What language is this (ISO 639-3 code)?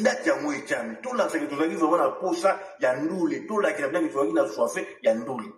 lin